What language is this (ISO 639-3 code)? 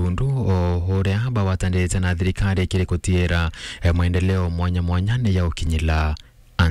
mer